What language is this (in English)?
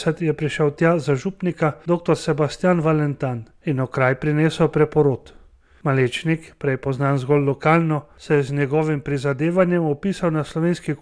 Slovenian